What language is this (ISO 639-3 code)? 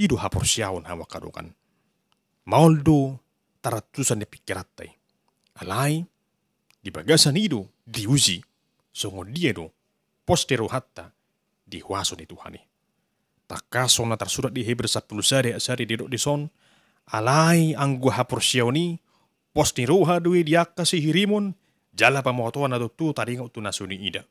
bbc